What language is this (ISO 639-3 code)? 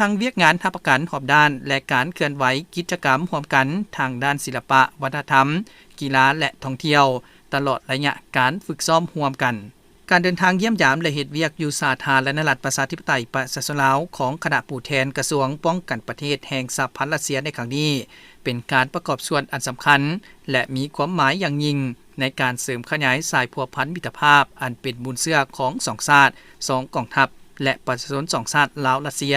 lao